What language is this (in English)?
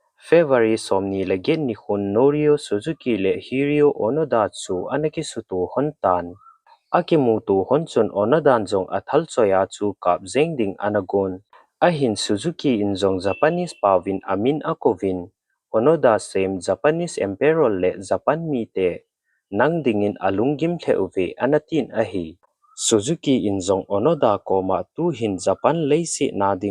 Thado Chin